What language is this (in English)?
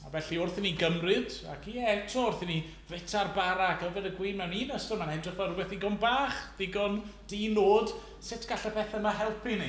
Welsh